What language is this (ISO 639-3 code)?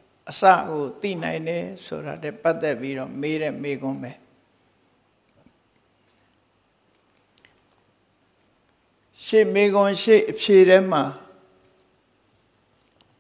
mya